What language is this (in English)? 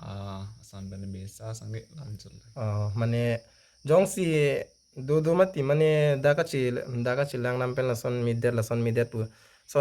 Karbi